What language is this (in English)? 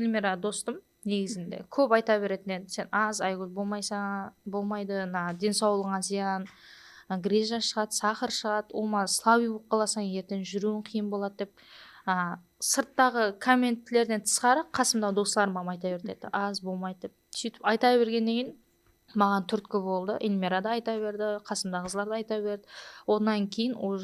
Kara-Kalpak